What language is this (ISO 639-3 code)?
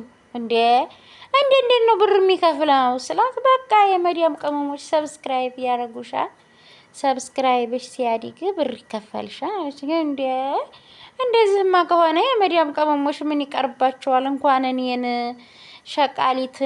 amh